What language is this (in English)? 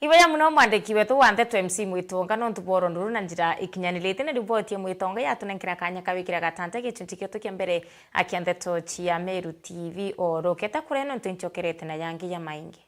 Meru